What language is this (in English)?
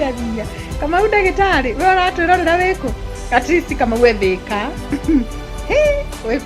Kikuyu